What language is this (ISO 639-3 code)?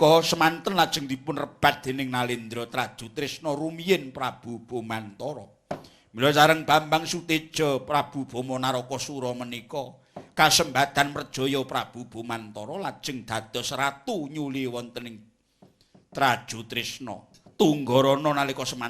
jav